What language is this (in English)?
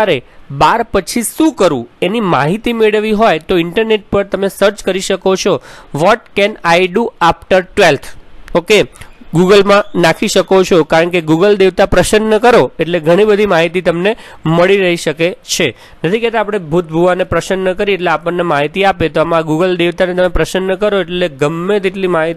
Gujarati